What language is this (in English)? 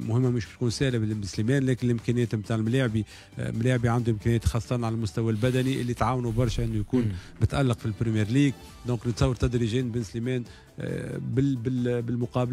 Tunisian Arabic